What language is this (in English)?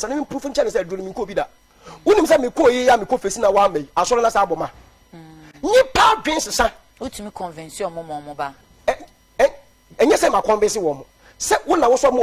Akan